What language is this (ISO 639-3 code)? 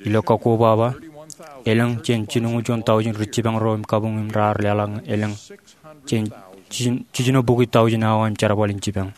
mah